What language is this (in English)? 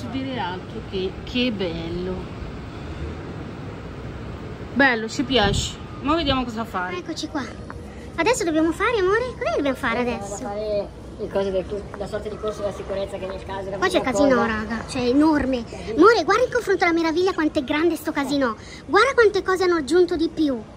Italian